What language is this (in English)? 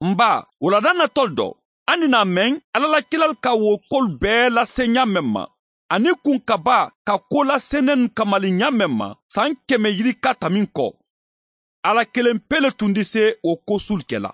Bambara